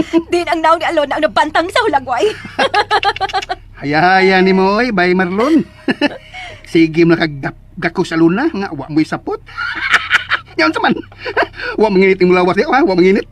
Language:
Cebuano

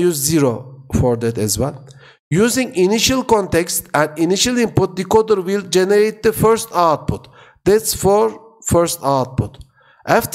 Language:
English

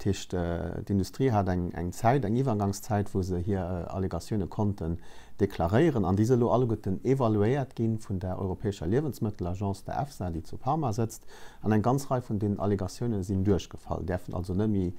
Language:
Luxembourgish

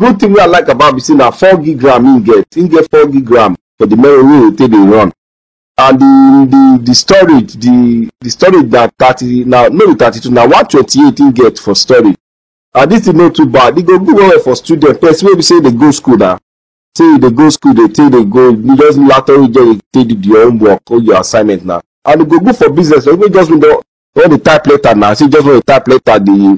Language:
Nigerian Pidgin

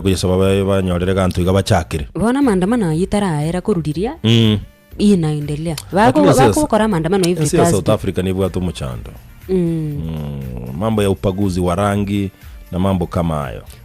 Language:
Gusii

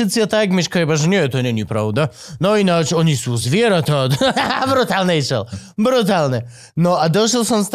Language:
Slovak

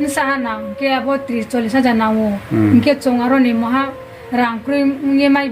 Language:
Riang (India)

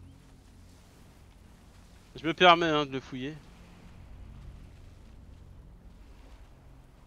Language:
French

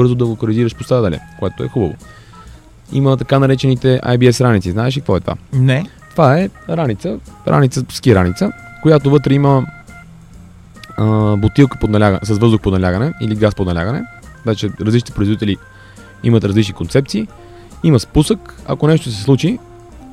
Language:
Bulgarian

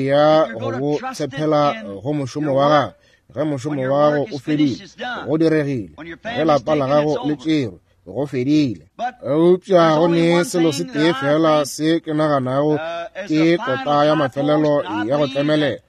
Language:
Northern Sotho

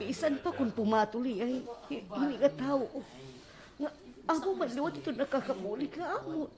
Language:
Waray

